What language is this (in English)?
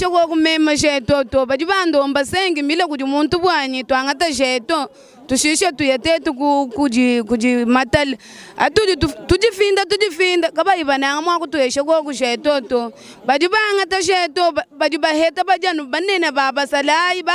Luba-Lulua